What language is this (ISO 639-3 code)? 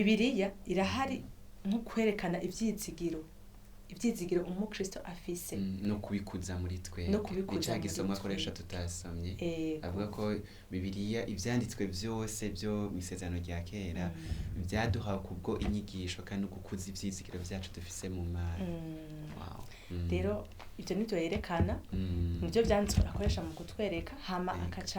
run